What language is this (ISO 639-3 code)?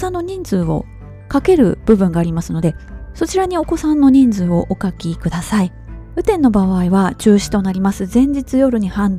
jpn